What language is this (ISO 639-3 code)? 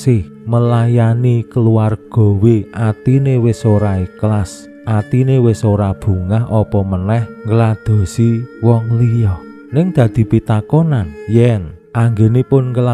jav